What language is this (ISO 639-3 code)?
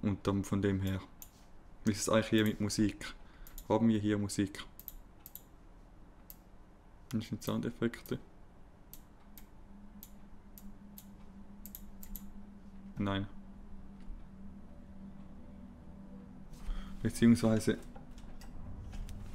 deu